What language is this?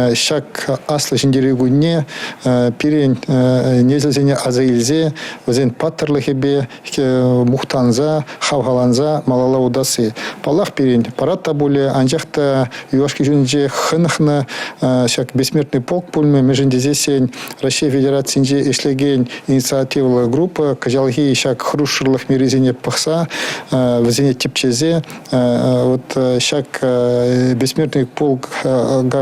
Chuvash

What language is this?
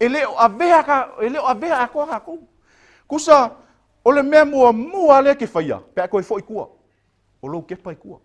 Samoan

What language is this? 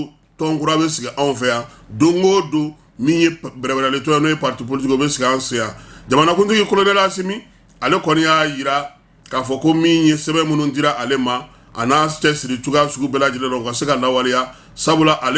Bambara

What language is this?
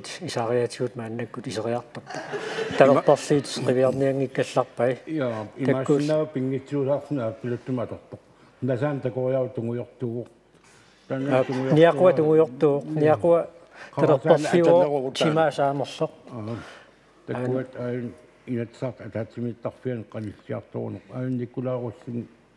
Kalaallisut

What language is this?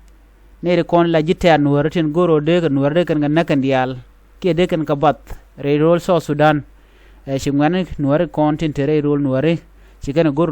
Nuer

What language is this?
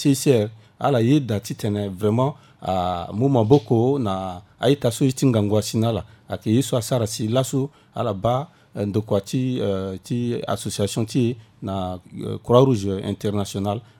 Sango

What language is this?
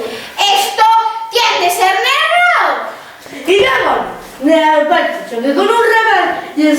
Asturian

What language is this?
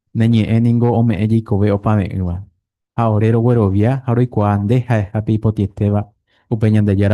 Guarani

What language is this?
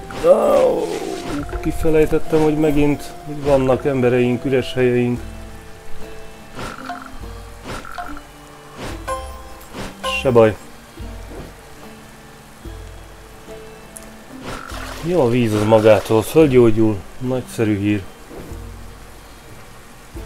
Hungarian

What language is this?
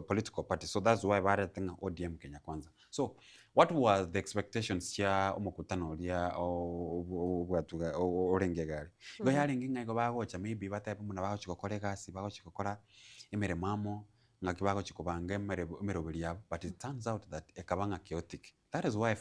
Gusii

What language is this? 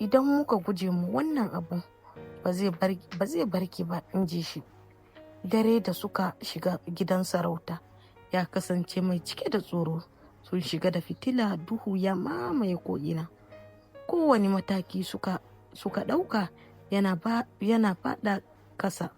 Hausa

